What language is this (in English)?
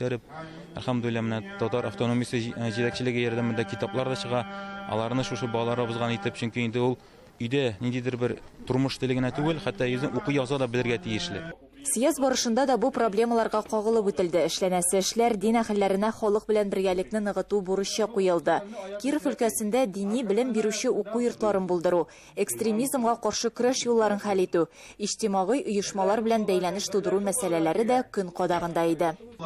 Tatar